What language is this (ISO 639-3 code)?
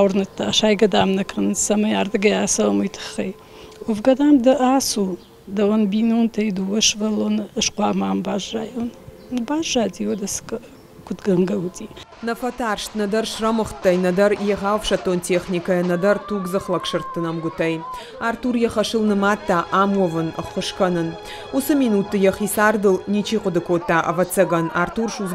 oss